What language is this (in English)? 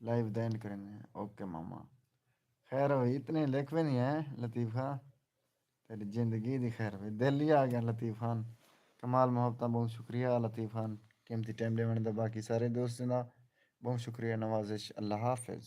Saraiki